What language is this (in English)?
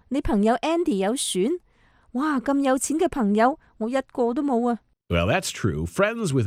Cantonese